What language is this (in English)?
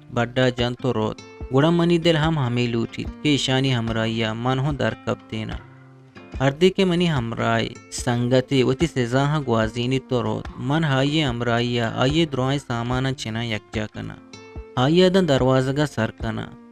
Eastern Balochi